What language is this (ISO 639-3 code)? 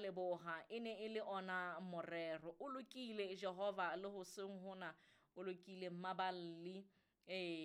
sot